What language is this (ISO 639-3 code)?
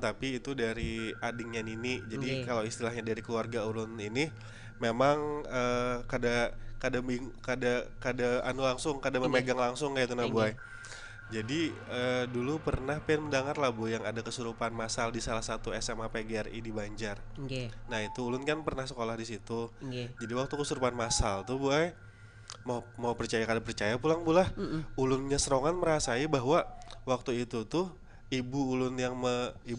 bjn